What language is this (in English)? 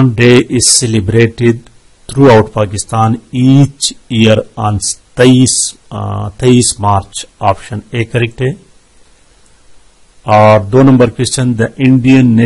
Urdu